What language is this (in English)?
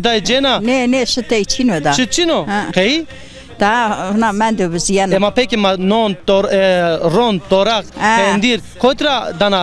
Zaza